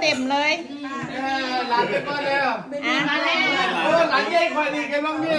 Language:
Lao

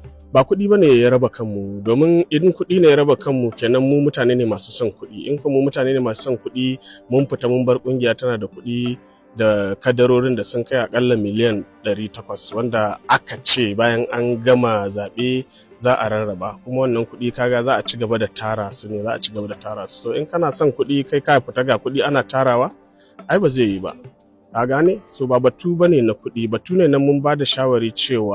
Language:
Hausa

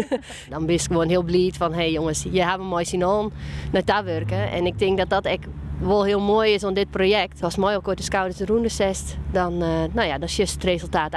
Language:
Western Frisian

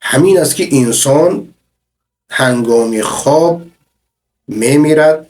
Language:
Persian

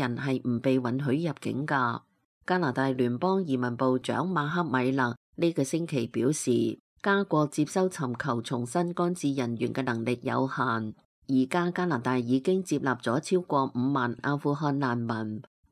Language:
Cantonese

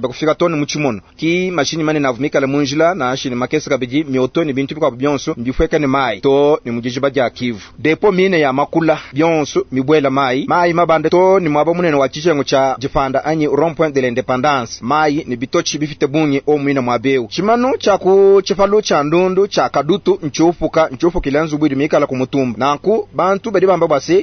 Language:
Luba-Lulua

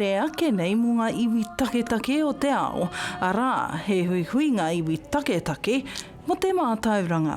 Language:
Māori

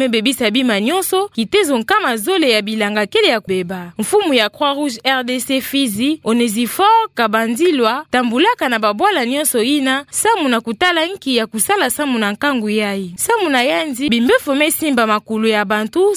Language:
Kituba (Democratic Republic of Congo)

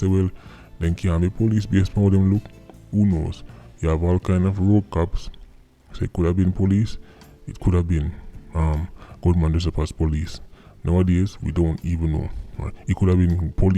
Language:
Jamaican Creole English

